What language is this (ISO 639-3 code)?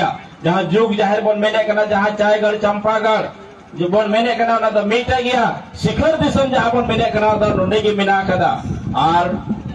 sat